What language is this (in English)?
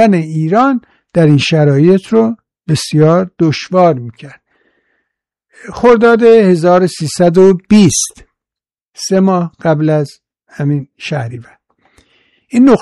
Persian